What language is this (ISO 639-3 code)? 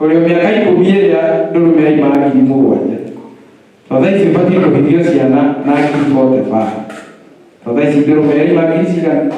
kik